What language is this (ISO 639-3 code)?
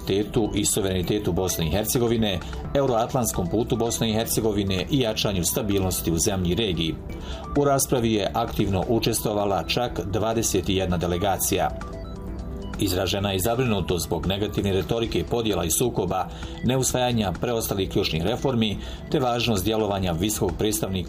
bos